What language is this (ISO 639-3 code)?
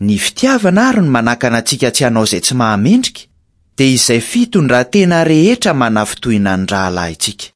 mlg